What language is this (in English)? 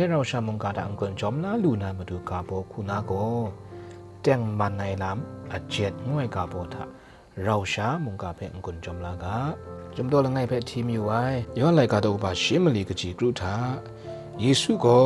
Kachin